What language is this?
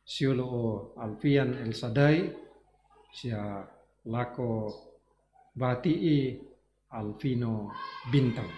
Toraja-Sa'dan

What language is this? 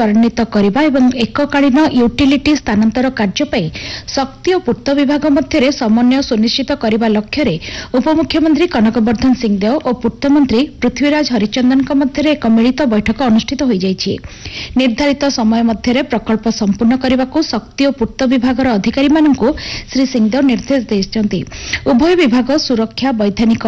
Odia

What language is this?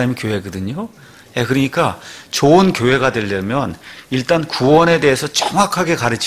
Korean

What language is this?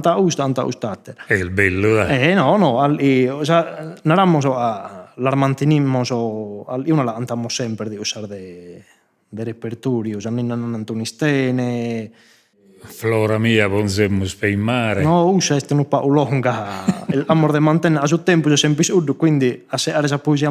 Sardinian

